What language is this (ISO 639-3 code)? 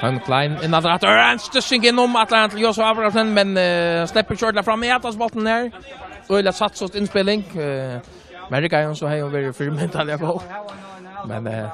fao